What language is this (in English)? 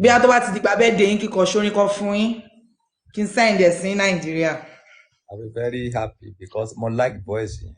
Yoruba